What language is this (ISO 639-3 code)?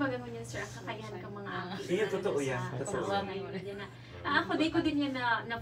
bik